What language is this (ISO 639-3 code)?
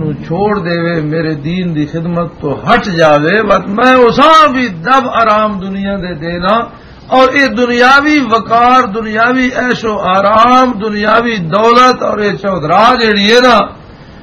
lah